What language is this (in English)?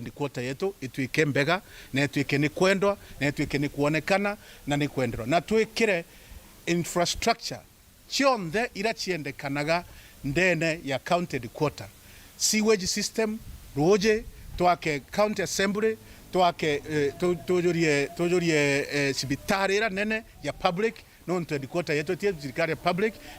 Meru